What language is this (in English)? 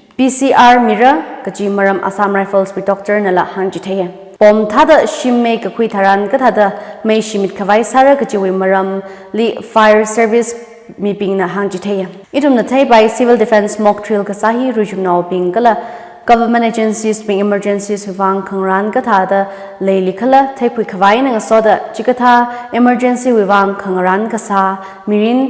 Tangkhul Naga (India)